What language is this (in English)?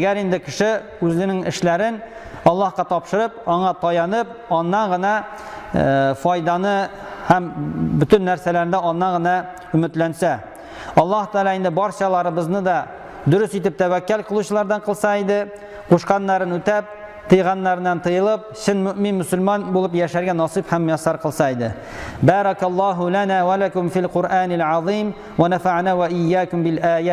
Tatar